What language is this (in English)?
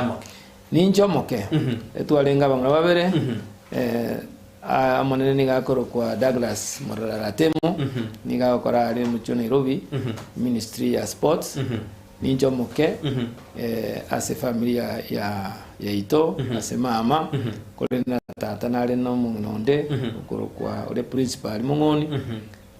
Gusii